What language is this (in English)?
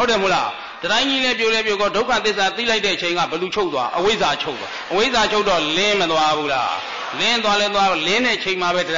Burmese